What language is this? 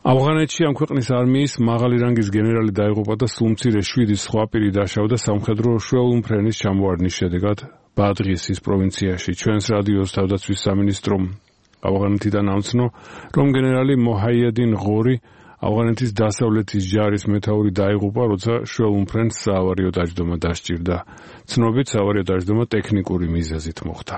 Georgian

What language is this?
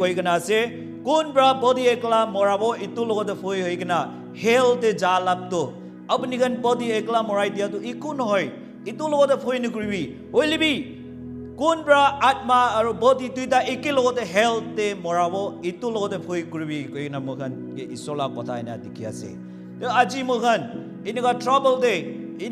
Naga Pidgin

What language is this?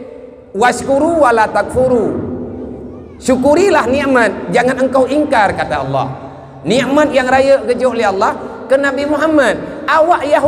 Achinese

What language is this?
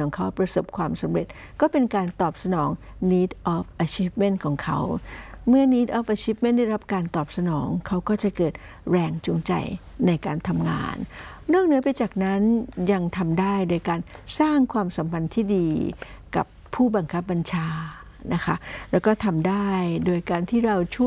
Thai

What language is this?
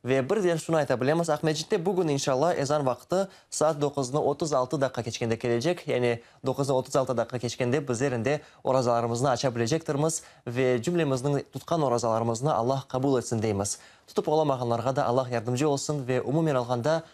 Crimean Tatar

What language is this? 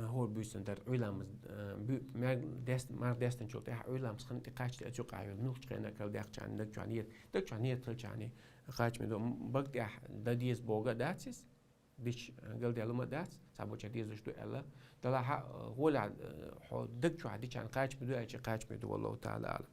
Chechen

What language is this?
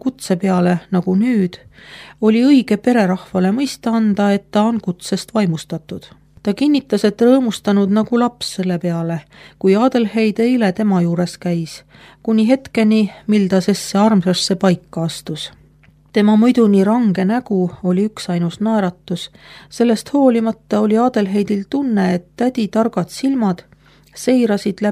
Estonian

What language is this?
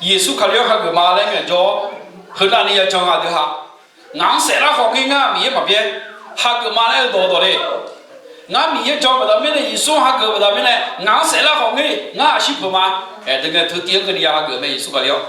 Akha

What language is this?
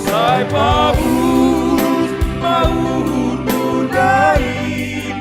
Batak Simalungun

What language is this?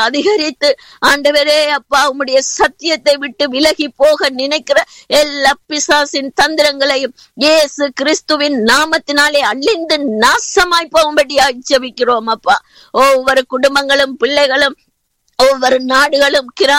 Tamil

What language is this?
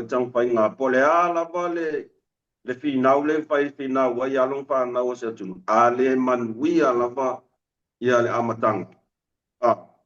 Samoan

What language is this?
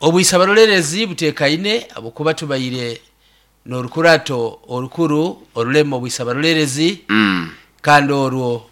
Nyoro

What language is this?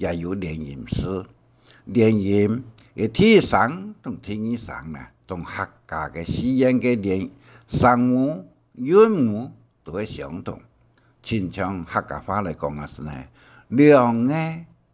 Hakka Chinese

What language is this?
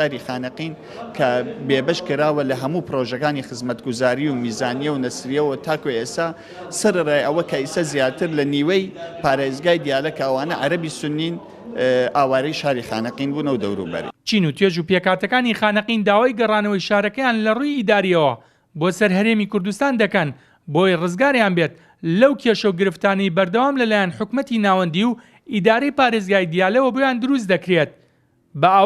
Central Kurdish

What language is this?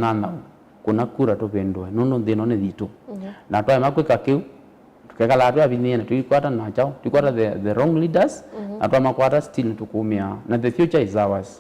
Kamba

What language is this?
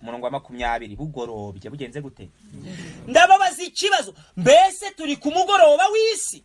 Kinyarwanda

